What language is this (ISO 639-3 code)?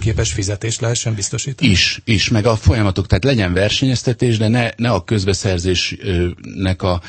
hun